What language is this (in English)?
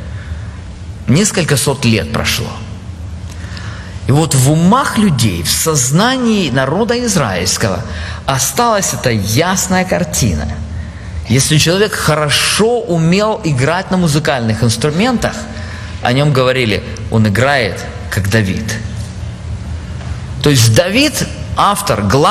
Russian